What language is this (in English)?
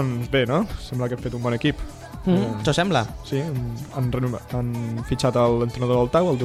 Catalan